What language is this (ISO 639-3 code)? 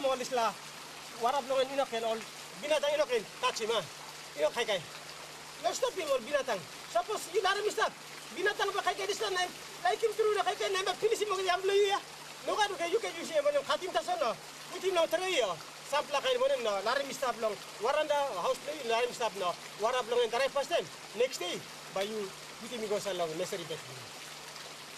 tpi